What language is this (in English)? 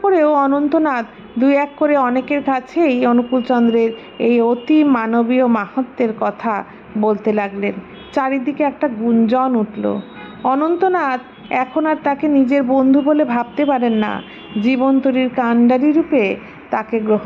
Bangla